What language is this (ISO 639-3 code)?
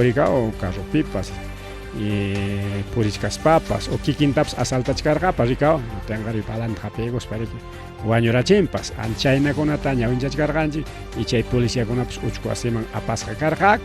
quy